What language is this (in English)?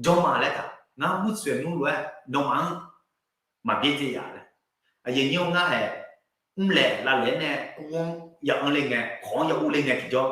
Akha